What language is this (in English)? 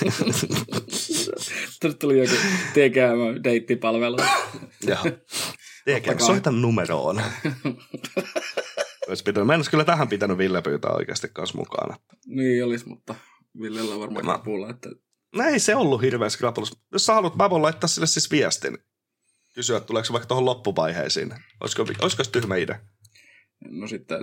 Finnish